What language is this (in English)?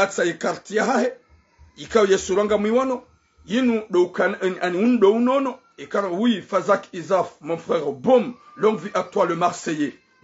Ngazidja Comorian